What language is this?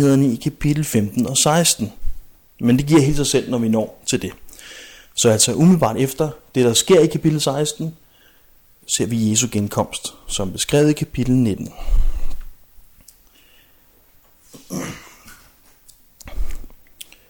Danish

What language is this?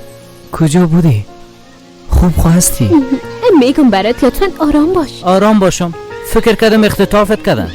Persian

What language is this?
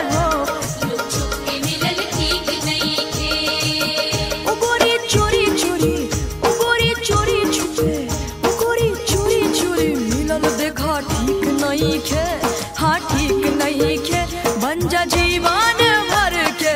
Bhojpuri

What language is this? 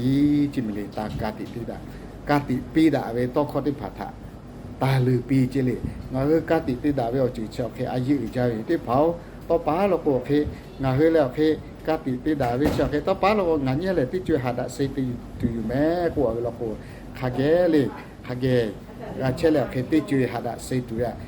Lahu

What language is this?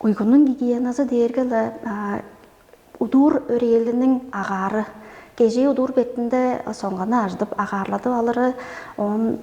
Tuvinian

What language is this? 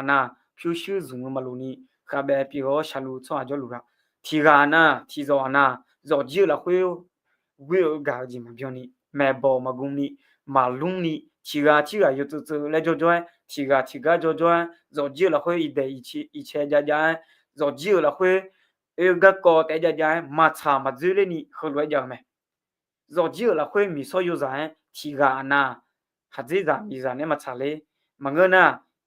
Akha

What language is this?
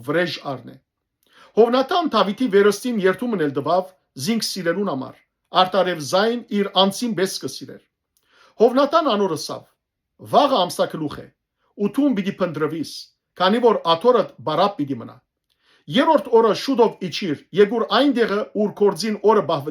Western Armenian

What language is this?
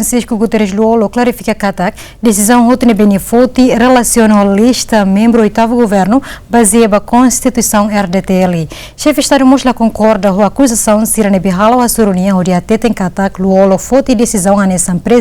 Tetum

